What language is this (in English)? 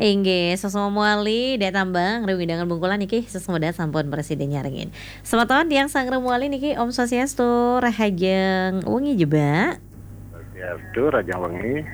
Balinese